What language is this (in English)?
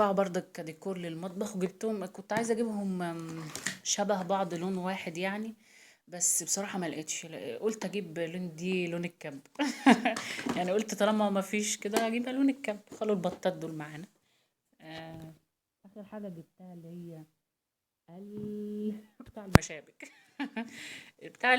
Egyptian Arabic